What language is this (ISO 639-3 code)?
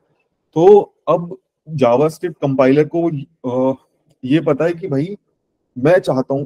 hin